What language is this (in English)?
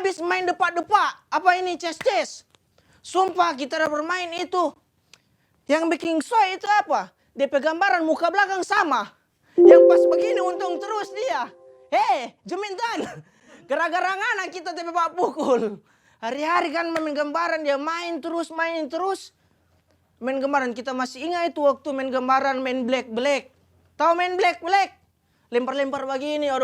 Manado Malay